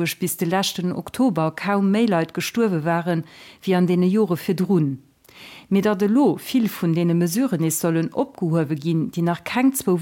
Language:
Luxembourgish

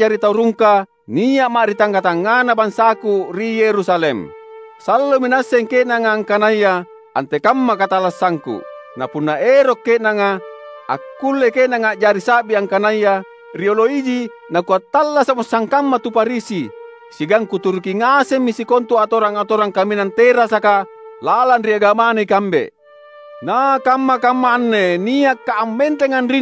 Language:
Makasar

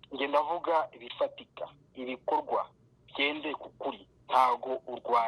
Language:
Kinyarwanda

